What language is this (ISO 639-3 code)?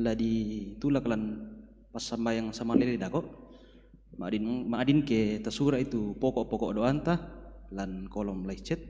sda